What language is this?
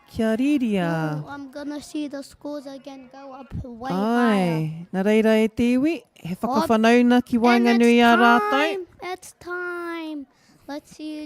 Māori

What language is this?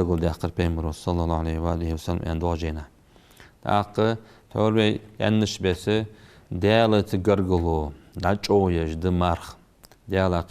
Ingush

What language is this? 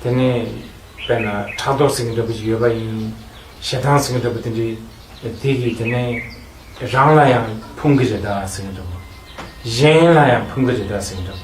Tibetan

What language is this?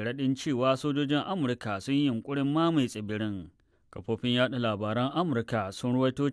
Hausa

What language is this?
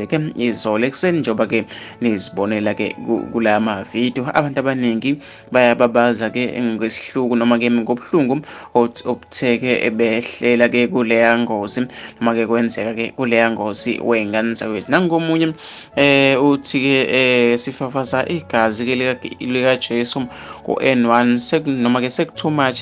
Zulu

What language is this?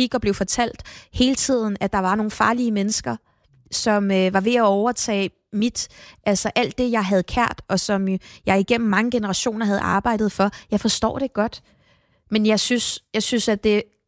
Danish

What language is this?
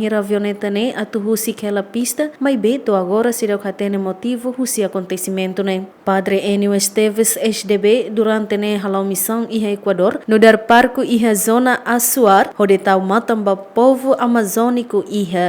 Tetum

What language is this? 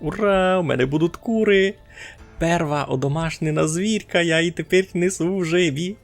Rusyn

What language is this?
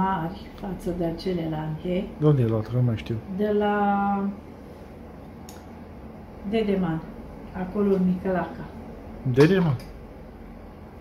Romanian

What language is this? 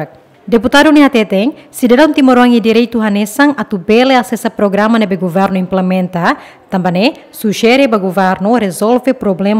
Tetum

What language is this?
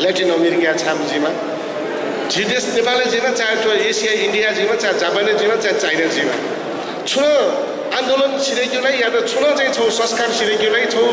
Newari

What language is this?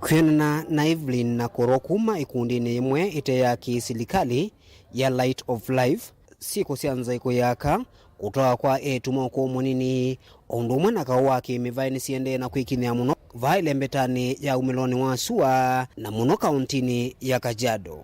Kamba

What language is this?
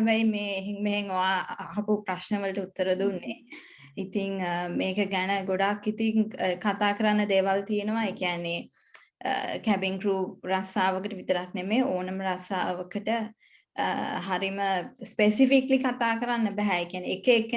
Sinhala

